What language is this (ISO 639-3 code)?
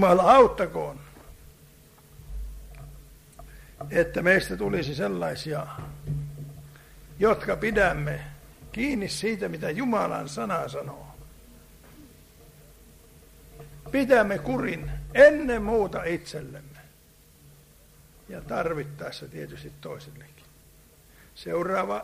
fin